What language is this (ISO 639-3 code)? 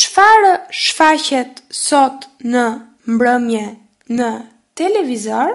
sqi